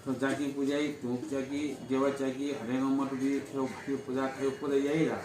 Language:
Newari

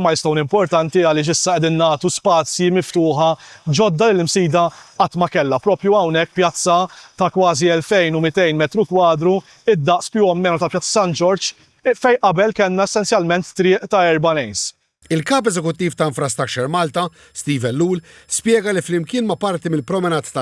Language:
Maltese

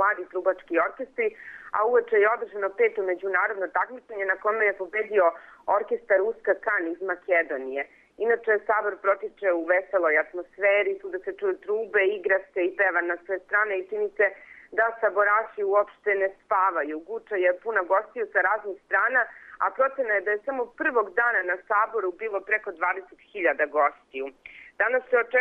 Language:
Serbian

